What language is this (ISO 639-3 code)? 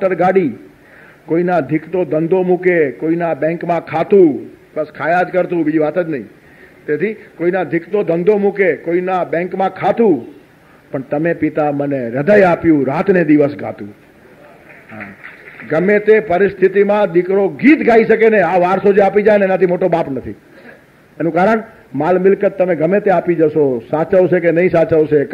guj